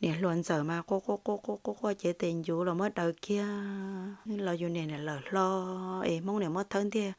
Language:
Hmong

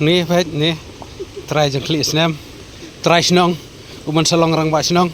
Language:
Khasi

